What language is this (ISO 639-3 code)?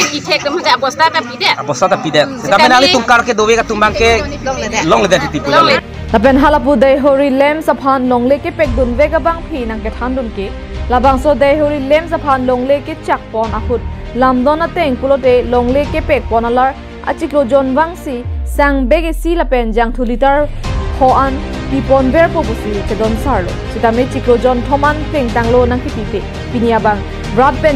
mjw